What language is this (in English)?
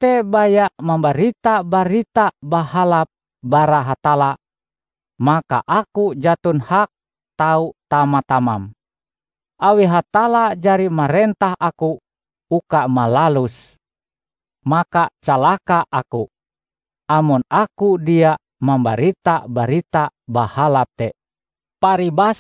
Ngaju